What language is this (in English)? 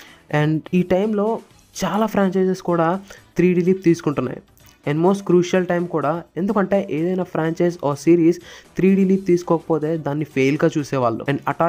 Telugu